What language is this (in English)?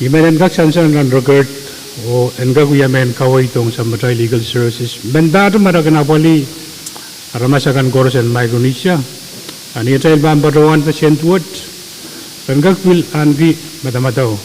Pohnpeian